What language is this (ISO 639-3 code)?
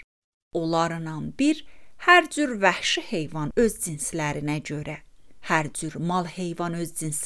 aze